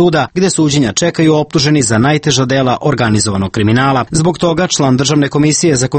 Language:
Serbian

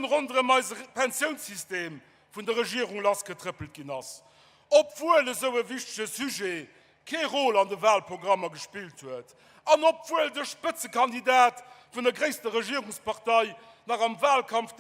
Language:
Luxembourgish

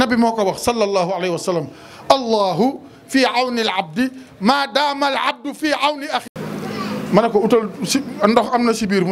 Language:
Wolof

